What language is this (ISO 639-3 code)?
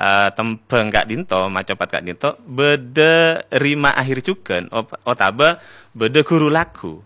mad